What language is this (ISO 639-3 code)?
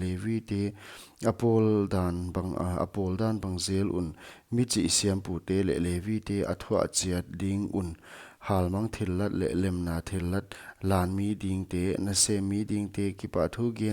pck